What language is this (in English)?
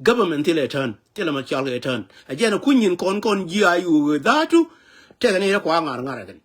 Nuer